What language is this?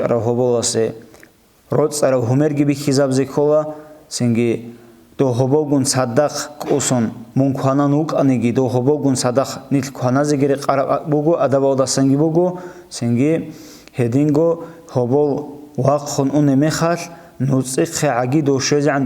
Avaric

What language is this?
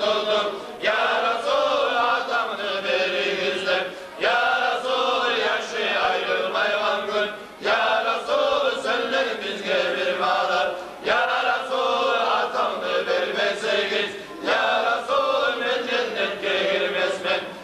Kumyk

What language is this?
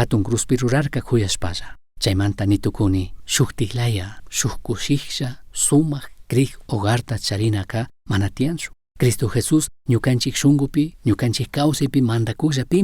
Chimborazo Highland Quichua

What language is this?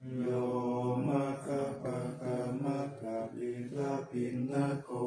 Pali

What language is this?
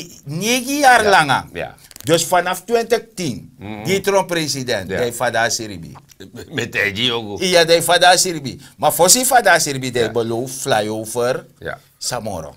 Sranan Tongo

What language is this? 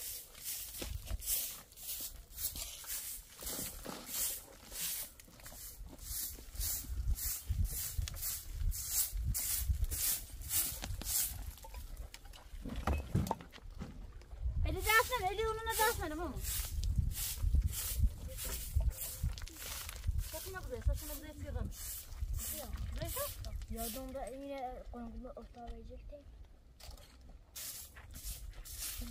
Persian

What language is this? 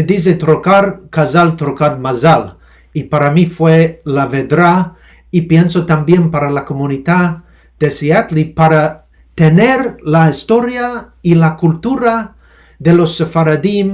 Ladino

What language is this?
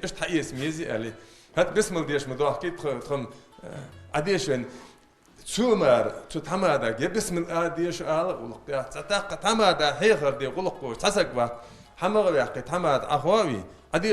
Ingush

